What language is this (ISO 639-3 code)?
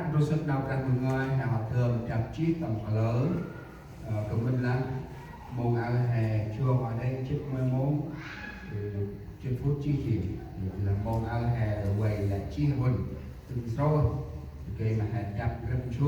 cmo